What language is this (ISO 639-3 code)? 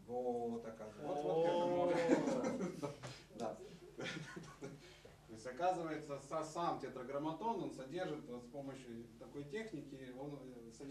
rus